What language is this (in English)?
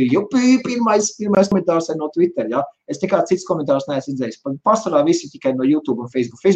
Latvian